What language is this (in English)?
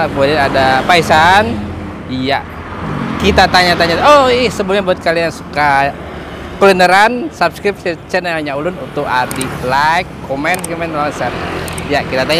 Banjar